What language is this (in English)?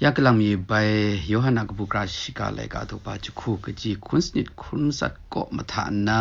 Kachin